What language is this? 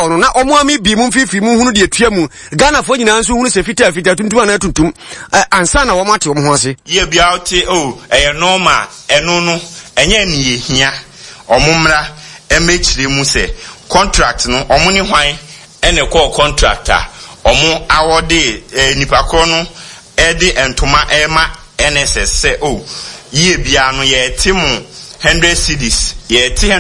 Akan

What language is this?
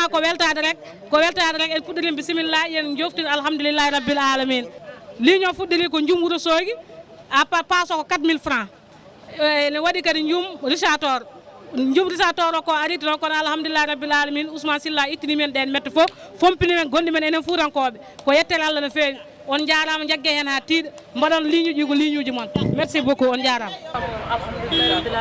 Fula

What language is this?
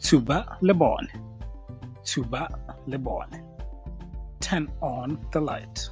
Tswana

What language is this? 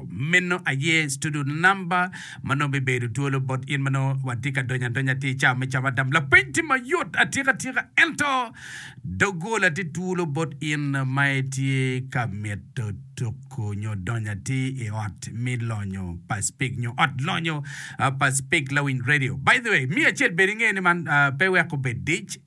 Acoli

